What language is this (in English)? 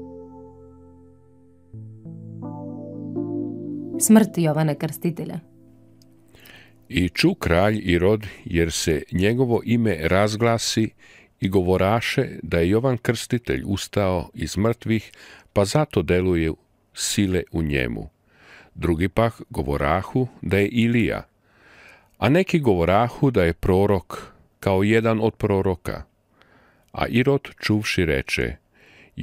Serbian